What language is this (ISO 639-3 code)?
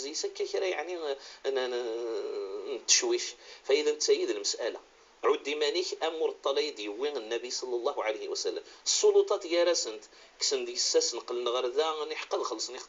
ary